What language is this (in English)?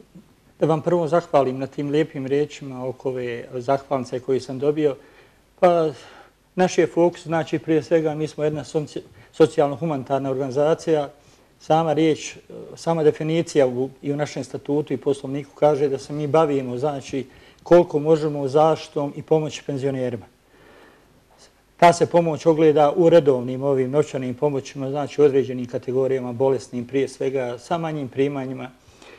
Bosnian